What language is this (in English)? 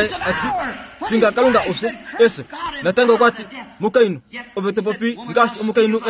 Kuanyama